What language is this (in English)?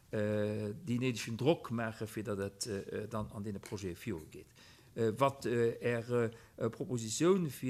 Luxembourgish